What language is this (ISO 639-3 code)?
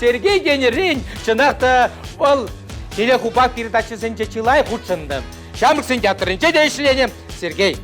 chv